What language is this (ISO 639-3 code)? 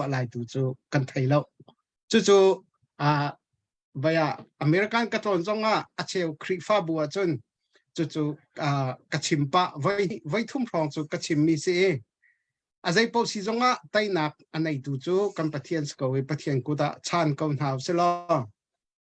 cnh